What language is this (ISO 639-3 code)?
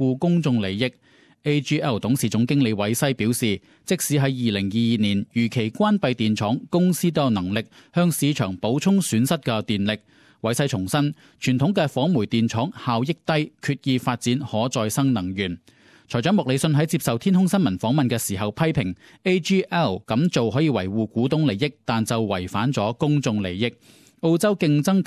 yue